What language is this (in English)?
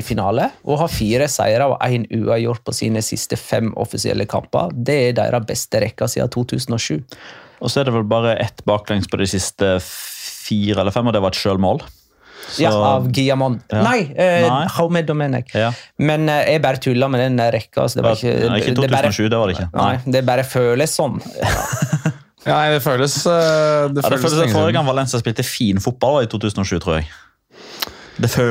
Norwegian